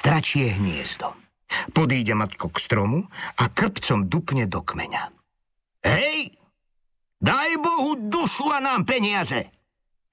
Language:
Slovak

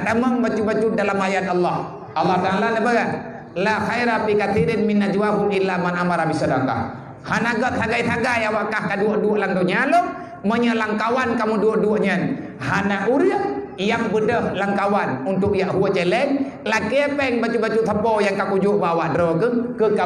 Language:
Achinese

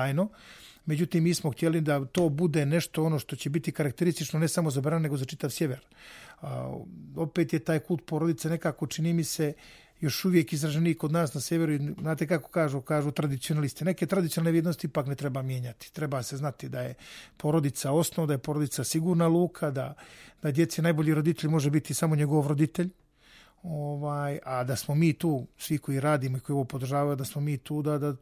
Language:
Serbian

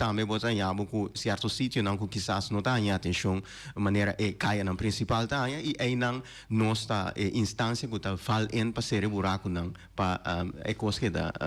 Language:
Papiamento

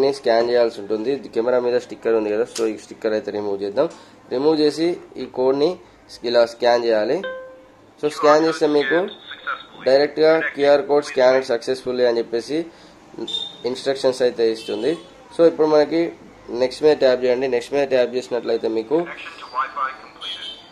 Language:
Telugu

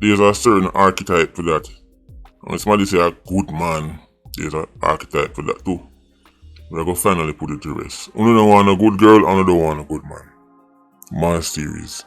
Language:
Jamaican Creole English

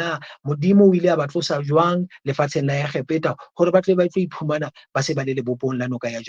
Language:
Southern Sotho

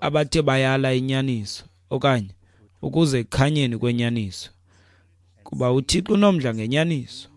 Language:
Xhosa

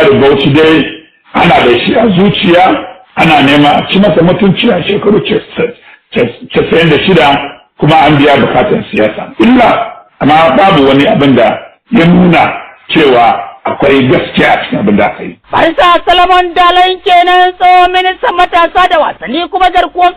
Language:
Hausa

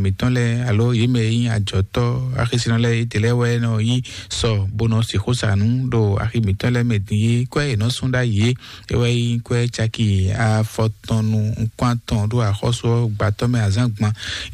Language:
Fon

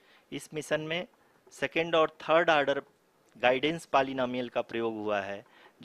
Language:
Hindi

